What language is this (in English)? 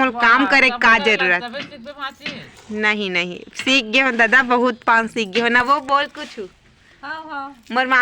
Chhattisgarhi